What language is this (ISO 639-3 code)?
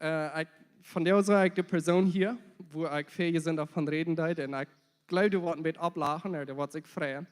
pdt